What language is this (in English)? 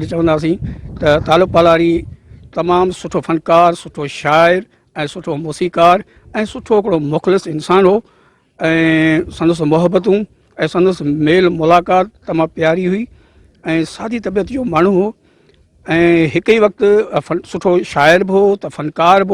Sindhi